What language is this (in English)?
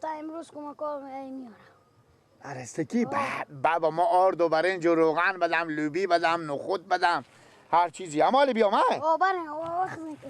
Persian